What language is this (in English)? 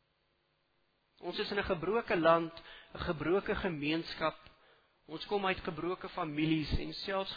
Afrikaans